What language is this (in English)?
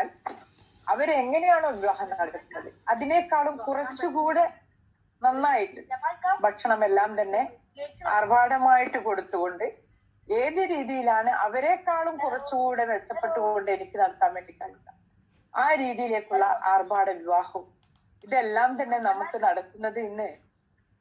Malayalam